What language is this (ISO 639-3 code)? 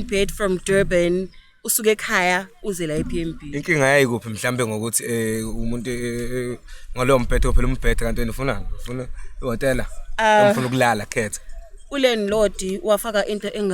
zul